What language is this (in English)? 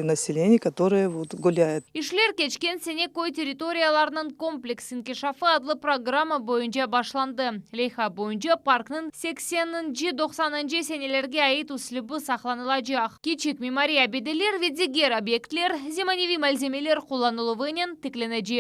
Crimean Tatar